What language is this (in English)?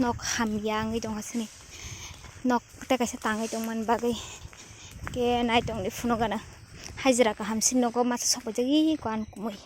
Kok Borok